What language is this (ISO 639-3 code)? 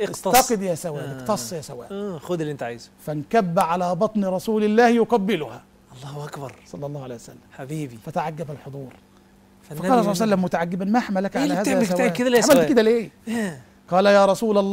arz